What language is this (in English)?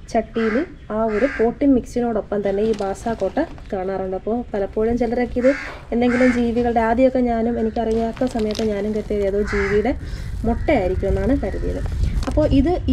Malayalam